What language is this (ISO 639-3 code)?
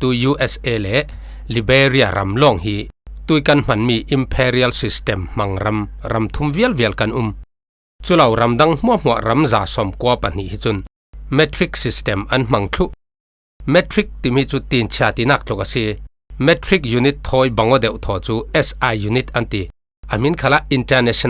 cfm